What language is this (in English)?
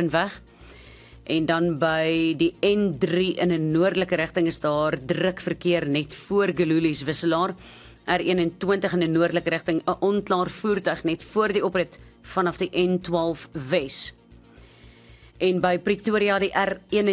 Afrikaans